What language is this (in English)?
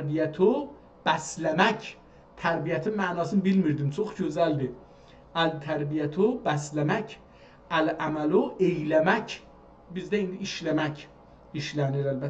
South Azerbaijani